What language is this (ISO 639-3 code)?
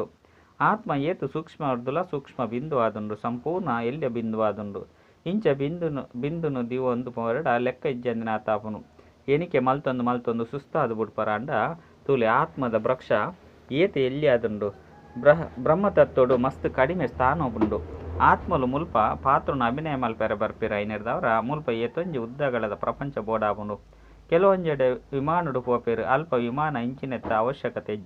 tcy